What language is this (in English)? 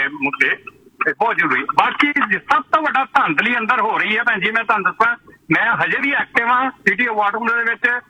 Punjabi